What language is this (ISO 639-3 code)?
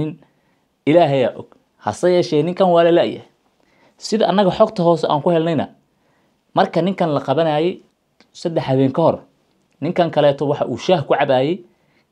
som